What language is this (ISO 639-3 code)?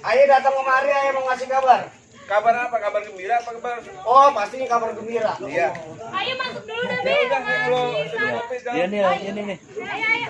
bew